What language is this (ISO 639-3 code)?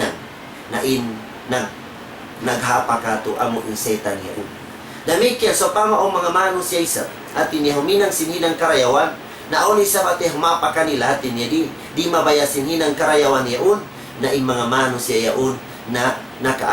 tsg